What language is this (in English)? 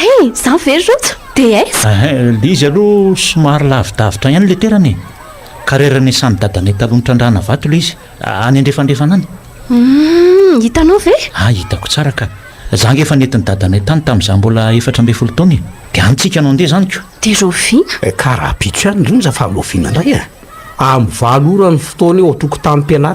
Malagasy